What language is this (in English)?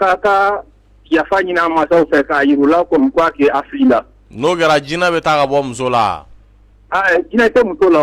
Bambara